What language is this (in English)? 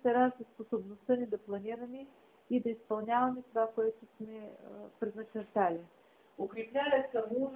Bulgarian